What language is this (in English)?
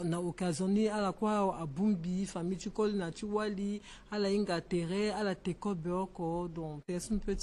Sango